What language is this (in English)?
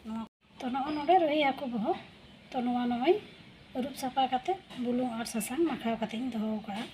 Santali